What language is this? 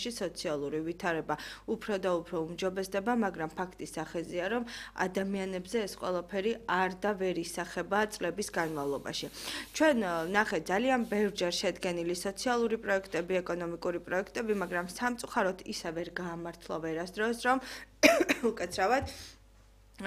Georgian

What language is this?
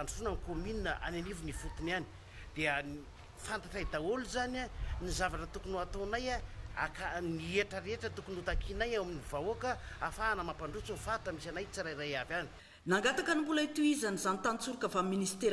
Malagasy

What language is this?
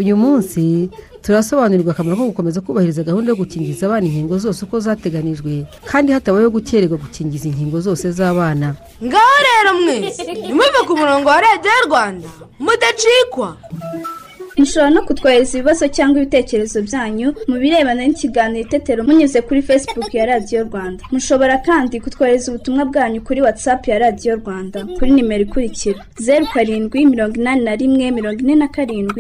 Kinyarwanda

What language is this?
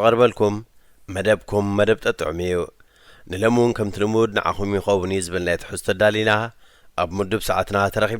Tigrinya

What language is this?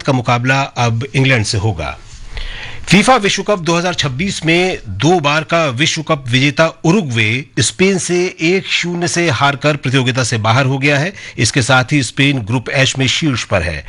Hindi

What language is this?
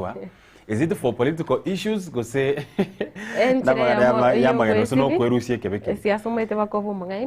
Gusii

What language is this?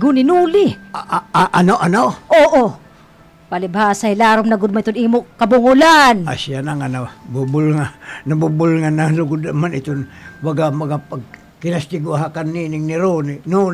Waray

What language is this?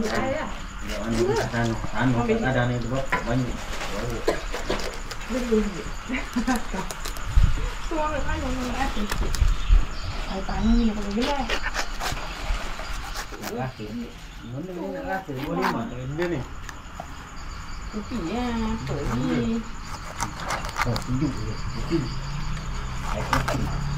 Malay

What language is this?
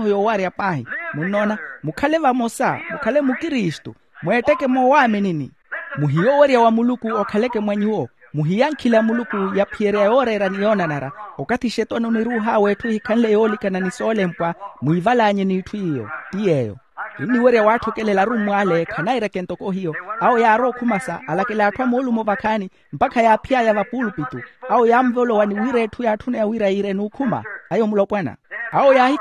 Makhuwa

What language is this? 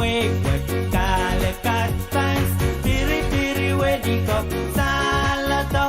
Pohnpeian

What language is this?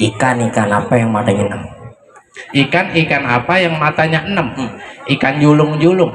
Betawi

